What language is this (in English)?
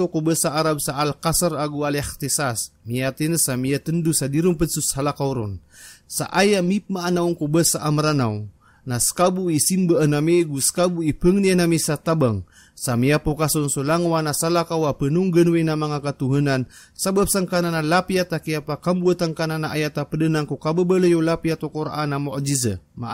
Maranao